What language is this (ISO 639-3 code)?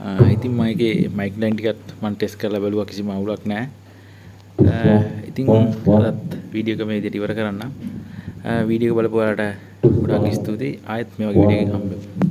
sin